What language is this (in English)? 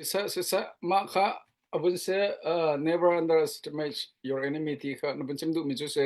Hakha Chin